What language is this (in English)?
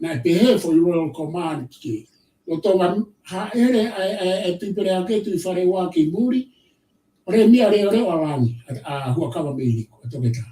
Tongan